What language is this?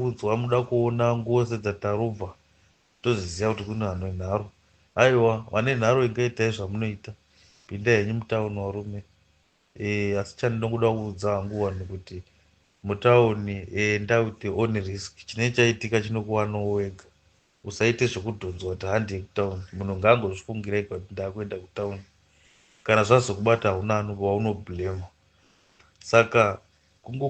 Shona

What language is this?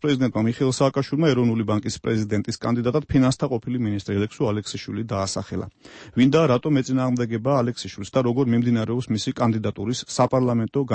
Georgian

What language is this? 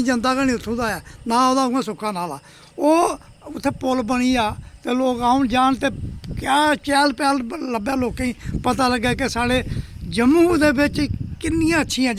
Dogri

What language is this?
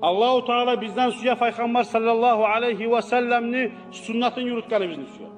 Kumyk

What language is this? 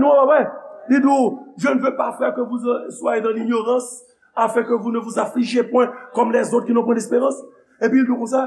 Haitian Creole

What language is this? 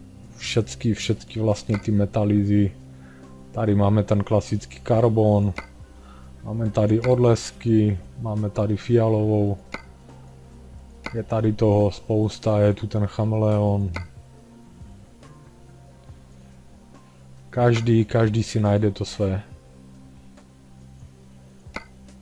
Czech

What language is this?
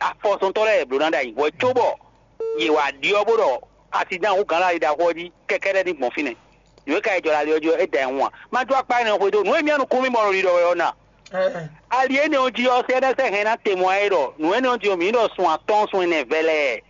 Fon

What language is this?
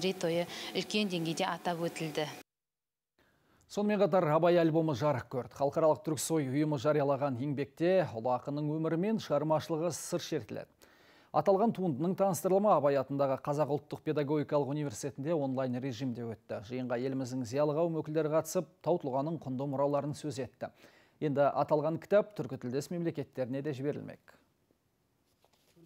Kazakh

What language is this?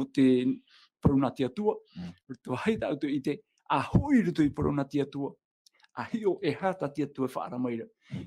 Tahitian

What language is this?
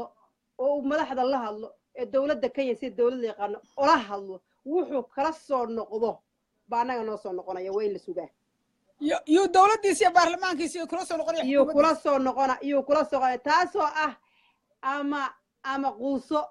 Somali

